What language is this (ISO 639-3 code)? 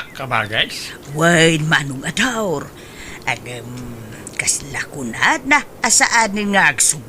ilo